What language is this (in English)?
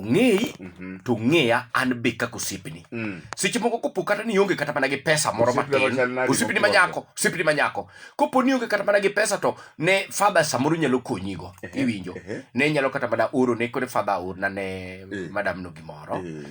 Luo (Kenya and Tanzania)